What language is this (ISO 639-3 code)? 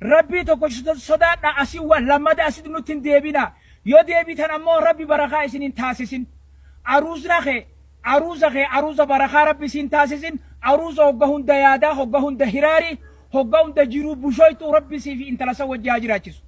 orm